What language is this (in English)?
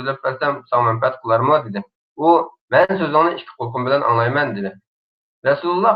Uyghur